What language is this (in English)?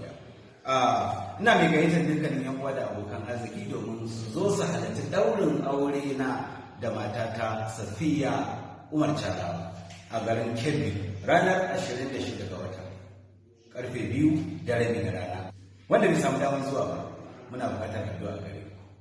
Hausa